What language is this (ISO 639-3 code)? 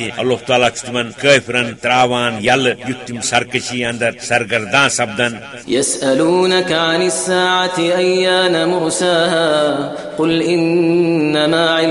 kas